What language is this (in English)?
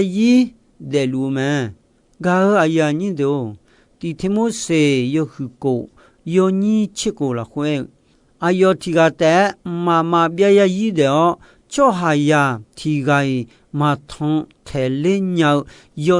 Akha